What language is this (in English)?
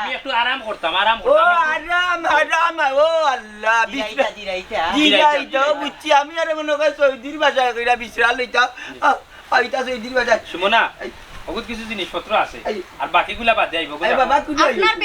Sylheti